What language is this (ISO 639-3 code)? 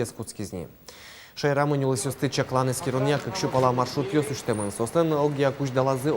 udm